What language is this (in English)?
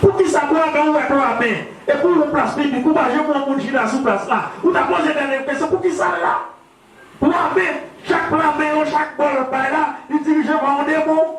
Haitian Creole